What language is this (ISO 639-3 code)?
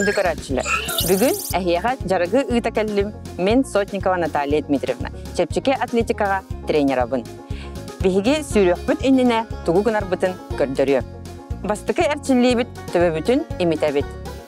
sah